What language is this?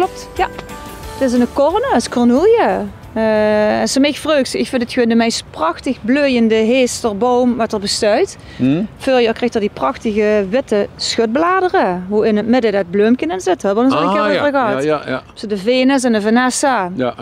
Limburgish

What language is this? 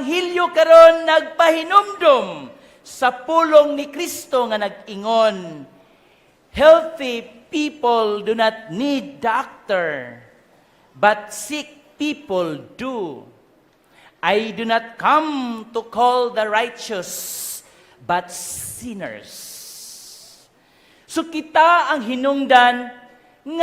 Cebuano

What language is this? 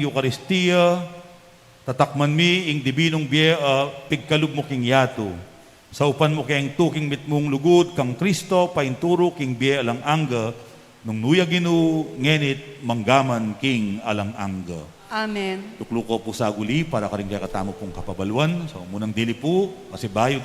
Pampanga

